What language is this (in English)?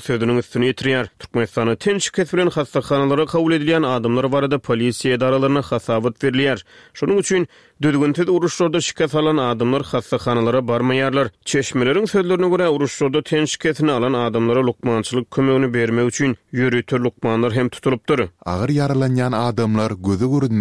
Turkmen